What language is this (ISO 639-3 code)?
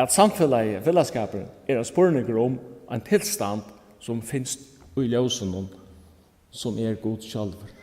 fao